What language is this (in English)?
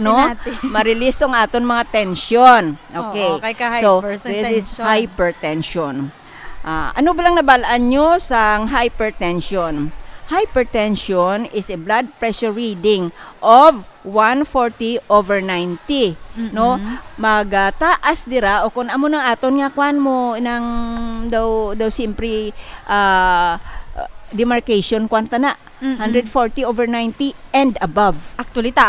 Hiligaynon